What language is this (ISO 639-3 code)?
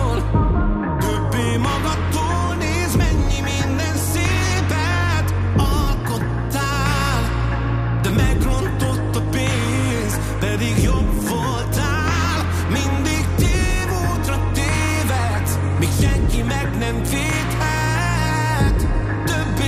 hun